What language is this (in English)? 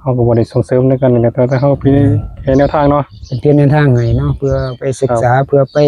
Northeastern Thai